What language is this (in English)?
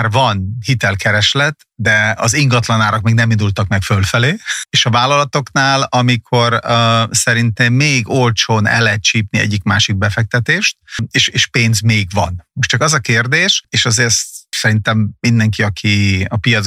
Hungarian